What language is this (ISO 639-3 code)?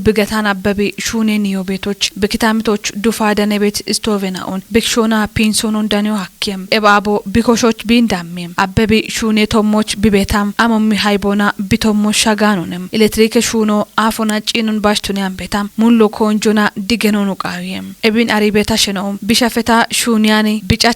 kbr